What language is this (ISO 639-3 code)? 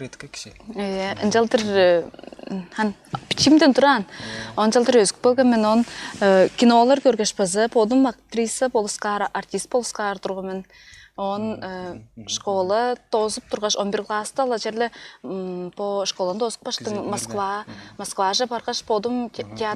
tyv